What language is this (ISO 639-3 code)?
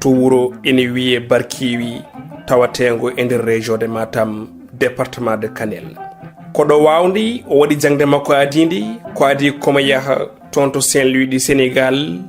ful